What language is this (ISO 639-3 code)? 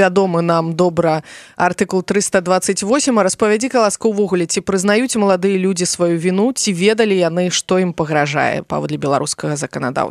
bel